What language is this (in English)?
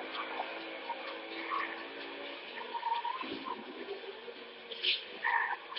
French